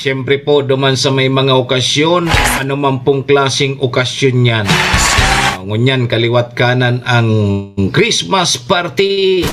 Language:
Bikol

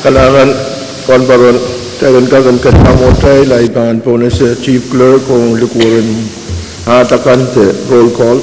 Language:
Pohnpeian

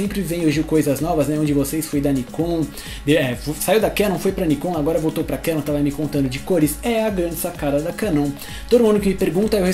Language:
Portuguese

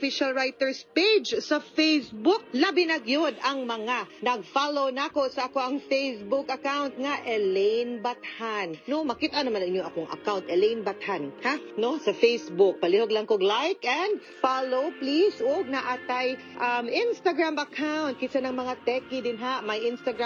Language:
Cebuano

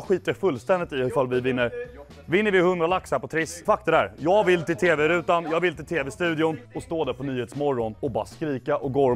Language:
Swedish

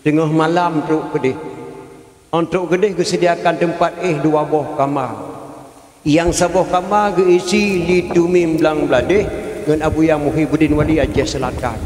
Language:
Achinese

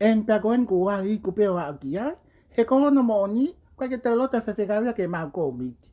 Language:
Tongan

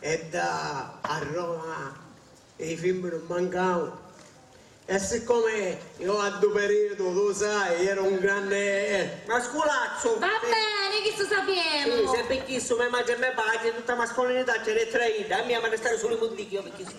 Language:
Sicilian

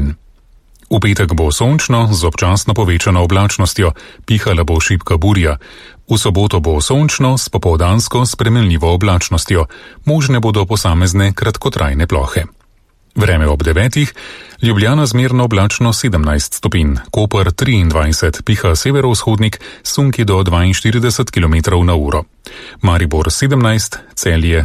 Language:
Slovenian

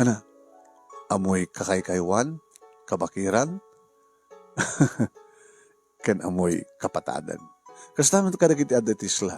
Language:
Iloko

